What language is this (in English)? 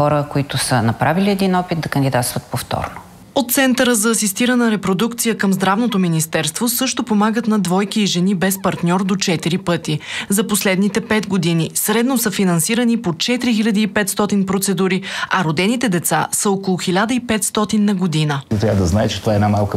Bulgarian